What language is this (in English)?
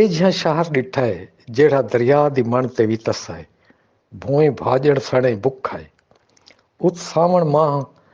Saraiki